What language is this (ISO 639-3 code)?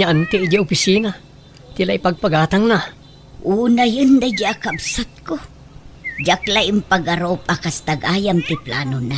ilo